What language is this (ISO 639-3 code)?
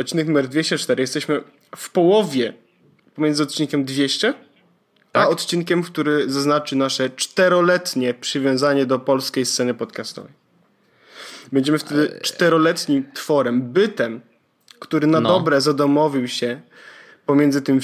pol